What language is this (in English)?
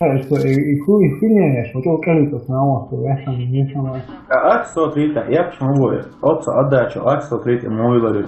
Chechen